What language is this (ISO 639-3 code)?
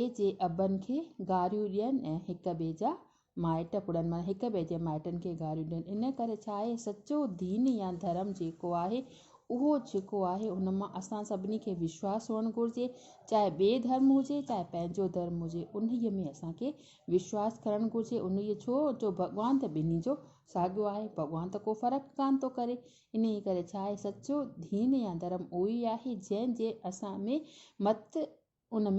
snd